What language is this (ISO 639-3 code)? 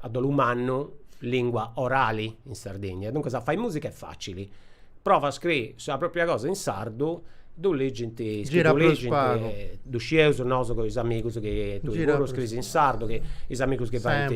srd